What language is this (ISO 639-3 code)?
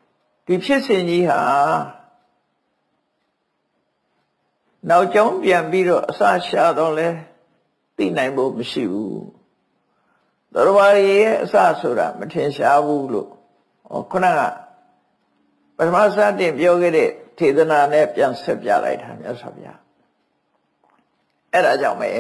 mya